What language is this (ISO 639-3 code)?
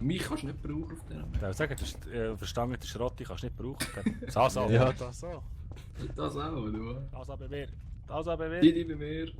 gsw